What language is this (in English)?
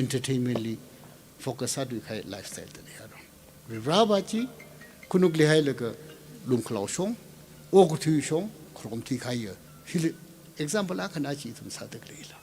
Tangkhul Naga (India)